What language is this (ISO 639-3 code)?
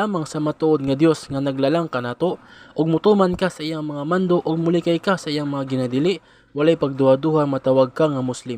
ceb